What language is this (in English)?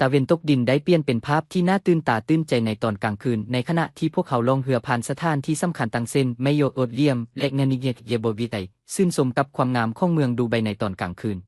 Lao